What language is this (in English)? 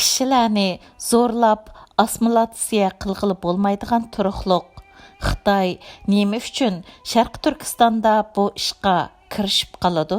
Uyghur